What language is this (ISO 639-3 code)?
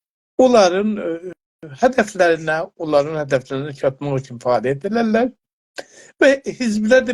azb